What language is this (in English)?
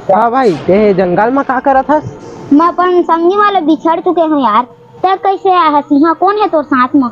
Chhattisgarhi